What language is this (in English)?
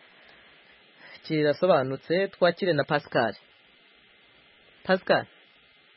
Kinyarwanda